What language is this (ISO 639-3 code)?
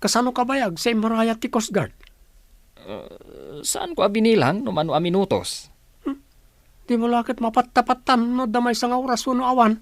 ilo